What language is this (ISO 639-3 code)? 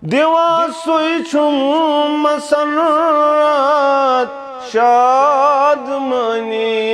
kas